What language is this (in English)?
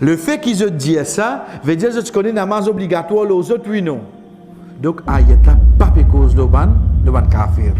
Morisyen